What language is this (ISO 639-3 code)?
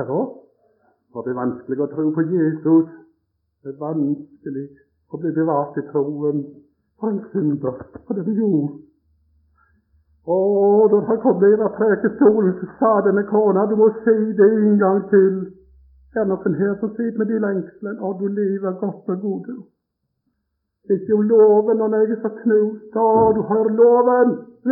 nor